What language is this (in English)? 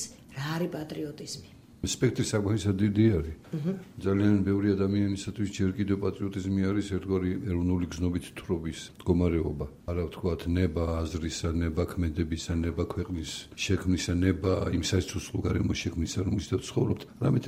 Georgian